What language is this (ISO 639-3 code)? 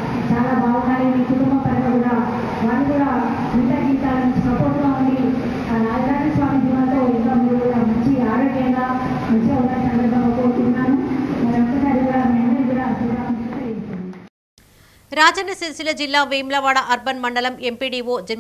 tel